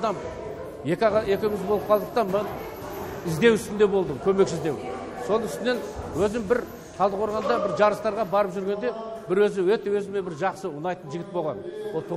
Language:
Kazakh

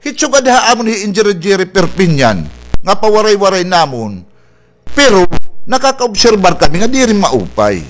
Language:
Waray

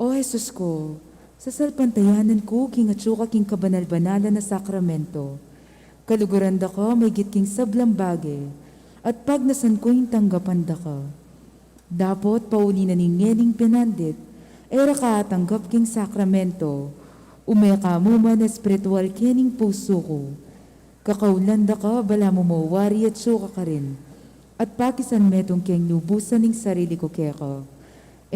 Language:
Pampanga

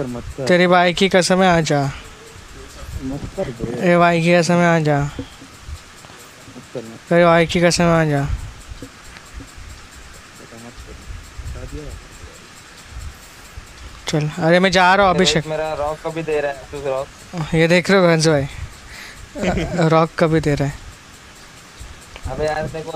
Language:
Hindi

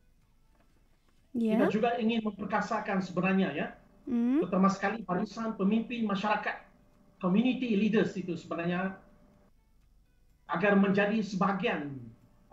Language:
Malay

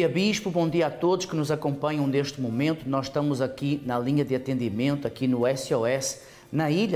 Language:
Portuguese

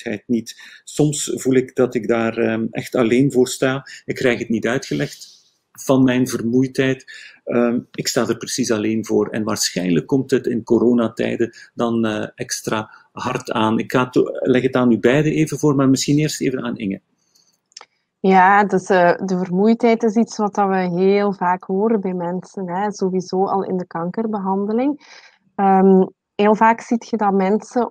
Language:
Dutch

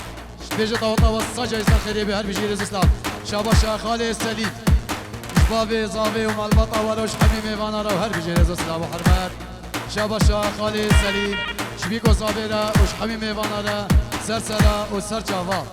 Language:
Kurdish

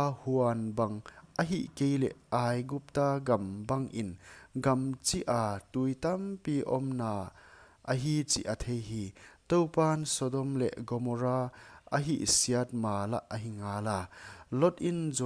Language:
Paite Chin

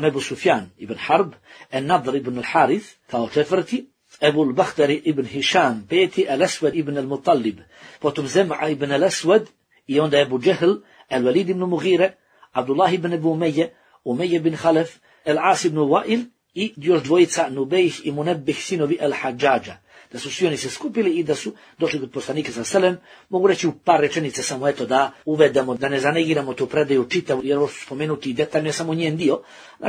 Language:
Bosnian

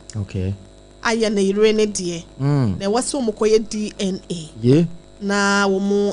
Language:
Akan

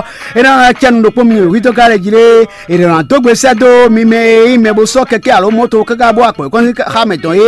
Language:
Fon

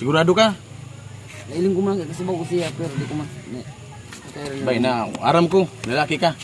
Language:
Bikol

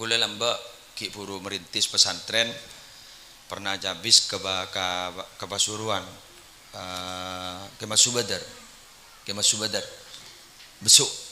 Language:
Madurese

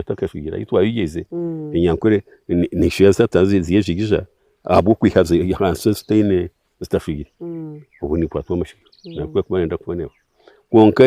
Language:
Nyankole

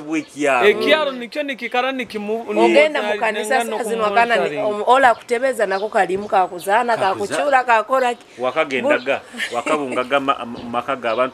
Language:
Nyoro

